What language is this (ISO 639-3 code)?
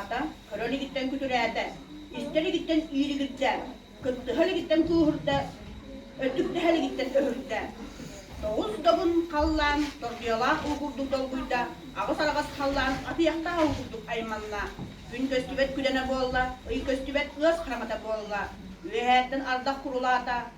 sah